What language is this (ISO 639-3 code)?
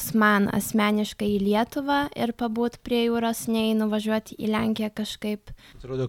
lit